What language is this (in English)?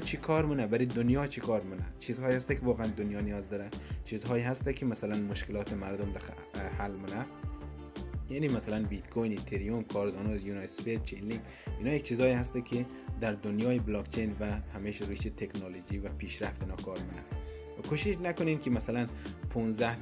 Persian